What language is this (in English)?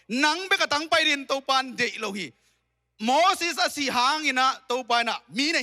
Tedim Chin